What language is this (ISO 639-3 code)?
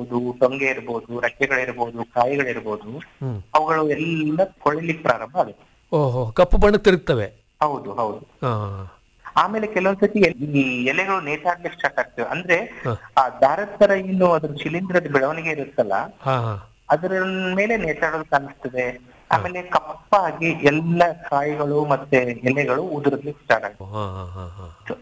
kan